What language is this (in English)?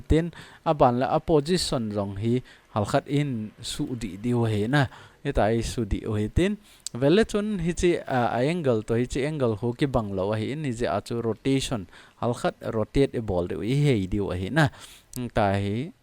Thado Chin